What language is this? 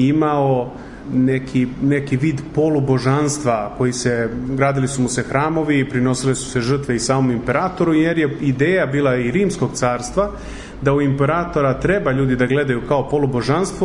Serbian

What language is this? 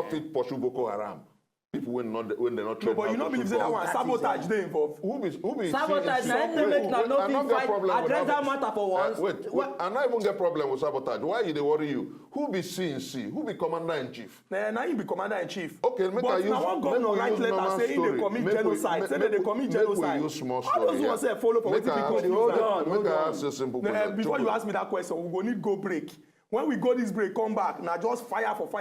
Nigerian Pidgin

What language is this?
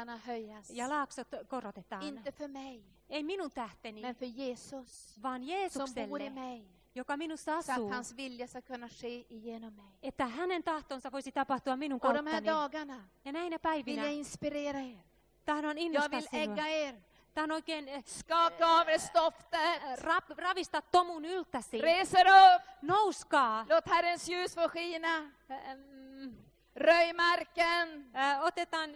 Swedish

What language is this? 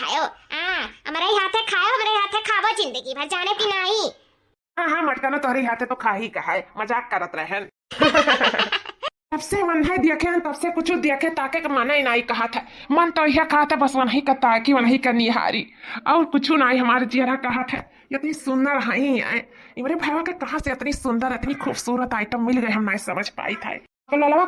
Awadhi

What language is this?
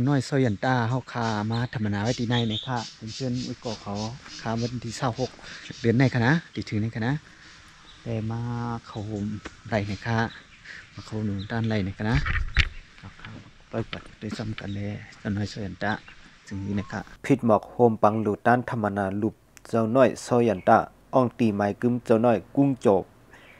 Shan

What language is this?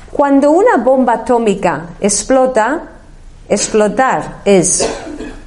Spanish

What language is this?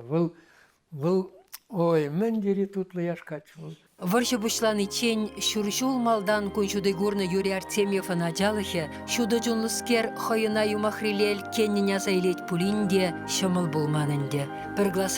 Chuvash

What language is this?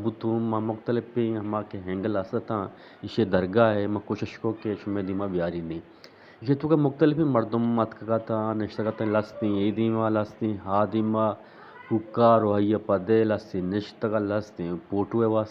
Eastern Balochi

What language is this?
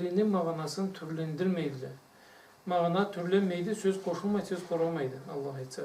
Karachay-Balkar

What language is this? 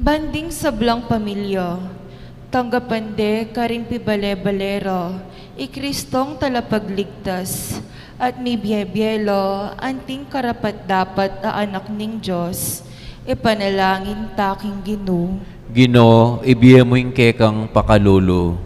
Pampanga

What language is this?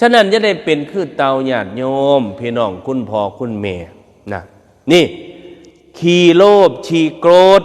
Northeastern Thai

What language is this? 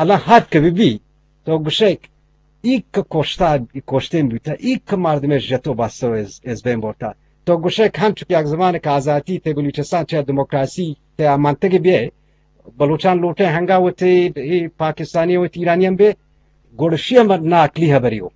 Eastern Balochi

